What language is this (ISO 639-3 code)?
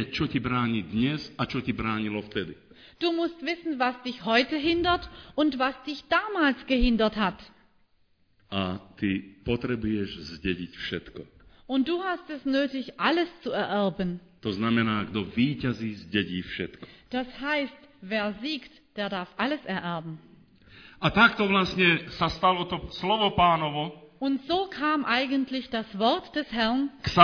slk